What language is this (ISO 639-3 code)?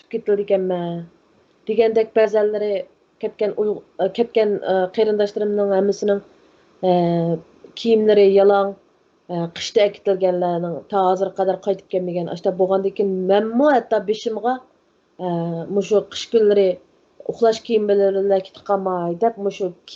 uig